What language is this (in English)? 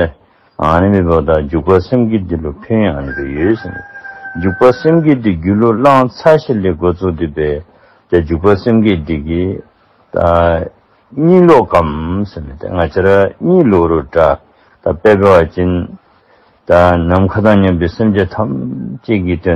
Dzongkha